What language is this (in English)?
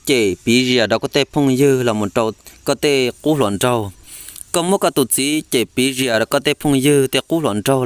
Hmong